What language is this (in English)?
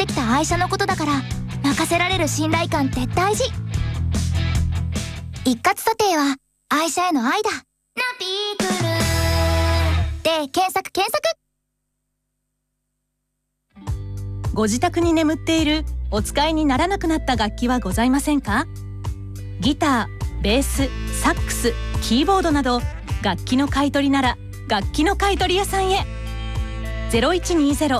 Japanese